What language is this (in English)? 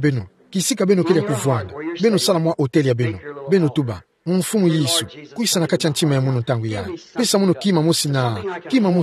Kituba (Democratic Republic of Congo)